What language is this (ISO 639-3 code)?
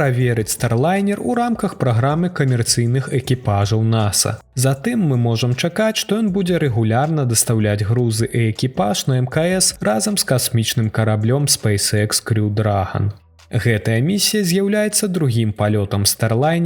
bel